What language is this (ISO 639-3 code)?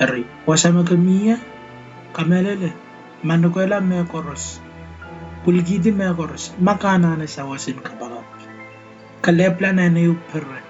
pon